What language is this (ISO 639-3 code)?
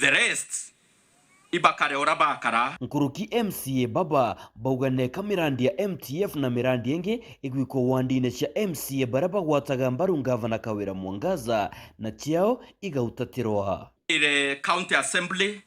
mer